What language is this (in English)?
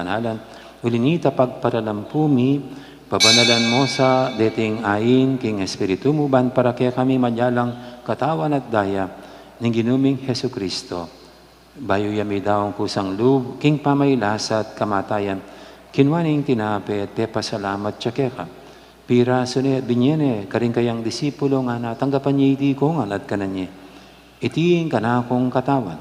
Pampanga